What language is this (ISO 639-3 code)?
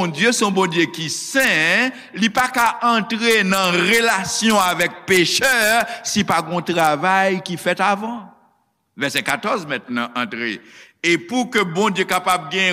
hat